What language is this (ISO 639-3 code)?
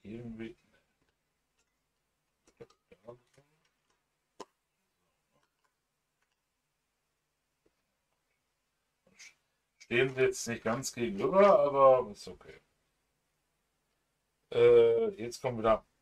deu